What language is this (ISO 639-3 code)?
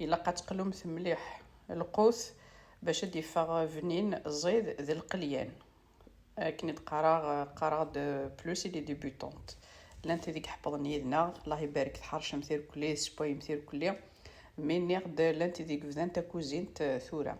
kab